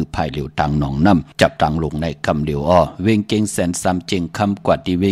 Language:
Shan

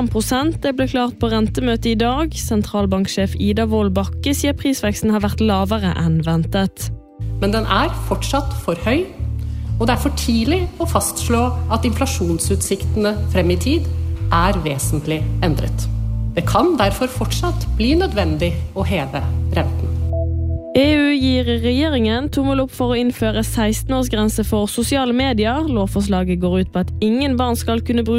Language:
Norwegian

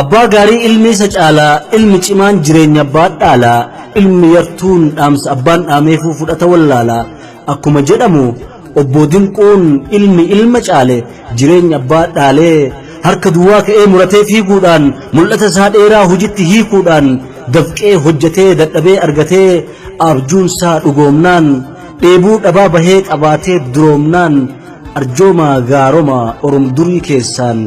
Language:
Oromo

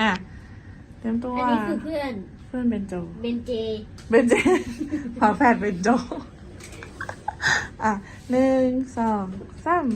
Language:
Lao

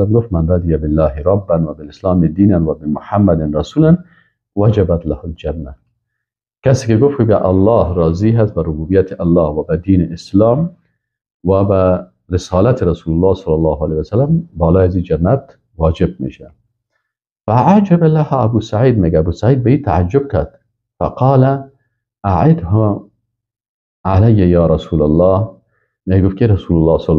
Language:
Persian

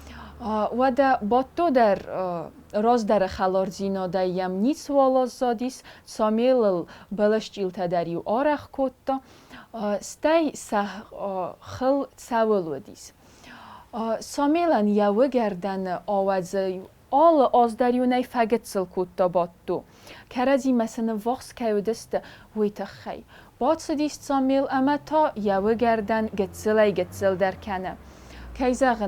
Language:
Ossetic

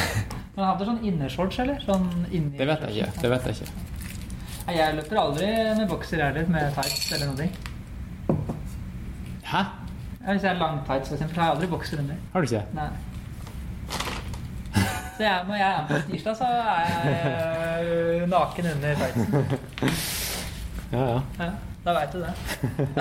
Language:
Norwegian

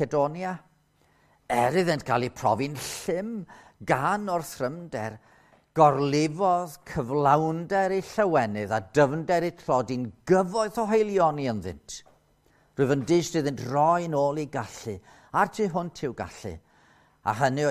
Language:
Welsh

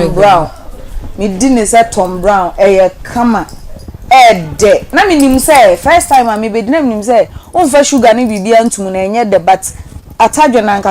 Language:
Akan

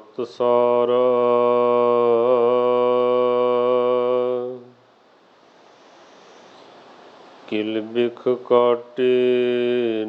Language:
Punjabi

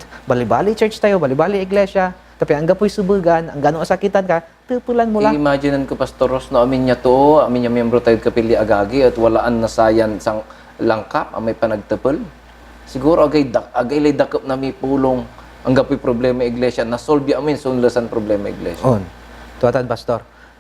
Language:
Pangasinan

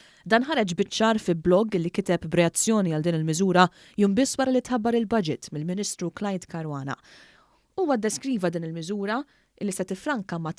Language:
Maltese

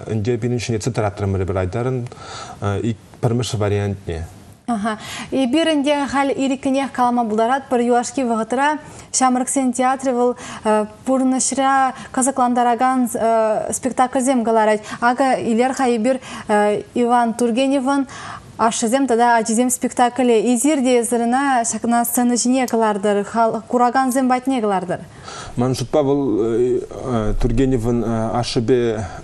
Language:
Chuvash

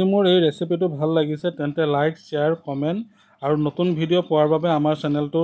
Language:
Assamese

